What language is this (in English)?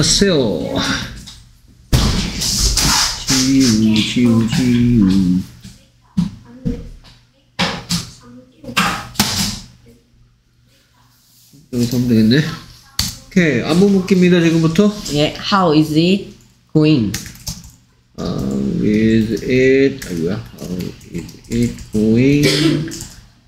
Korean